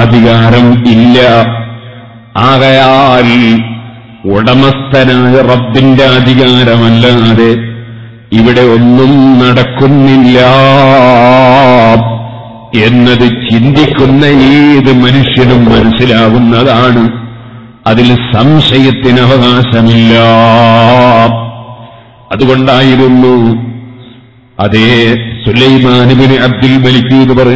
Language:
Malayalam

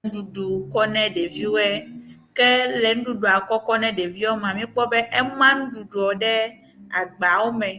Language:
Ewe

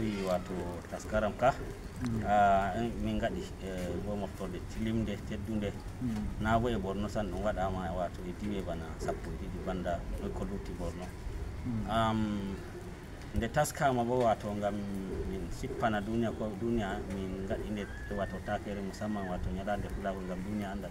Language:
Fula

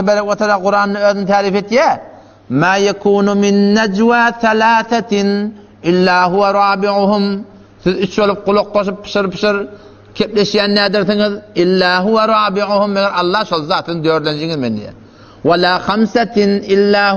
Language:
Turkmen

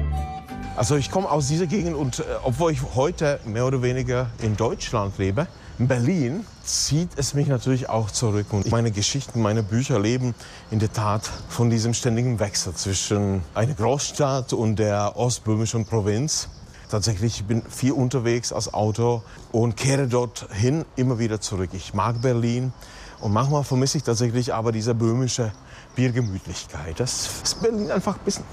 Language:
German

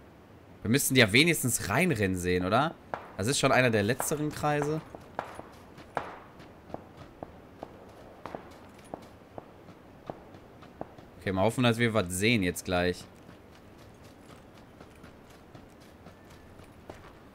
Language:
German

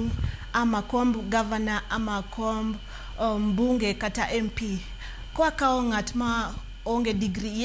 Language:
Luo (Kenya and Tanzania)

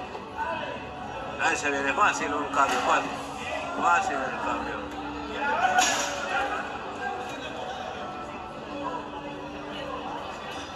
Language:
Spanish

